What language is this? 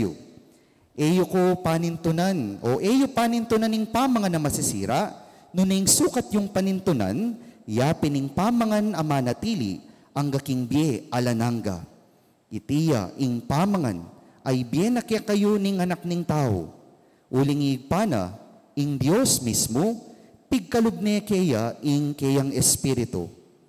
Pampanga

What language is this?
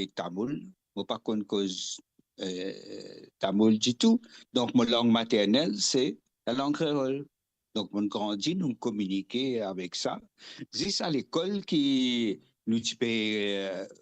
Morisyen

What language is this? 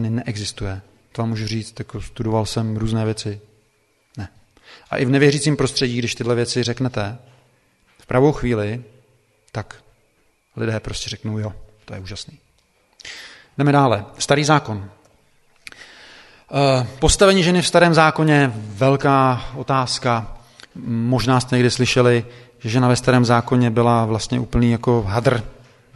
Czech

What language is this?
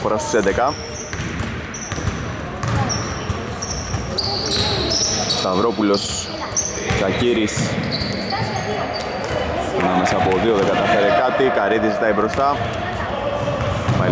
Greek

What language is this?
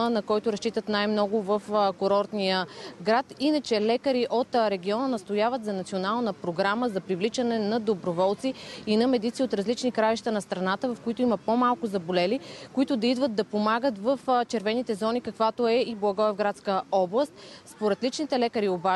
Bulgarian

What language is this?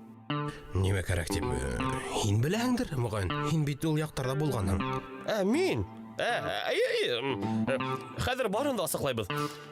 Bashkir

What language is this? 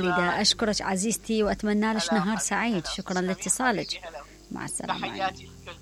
Mesopotamian Arabic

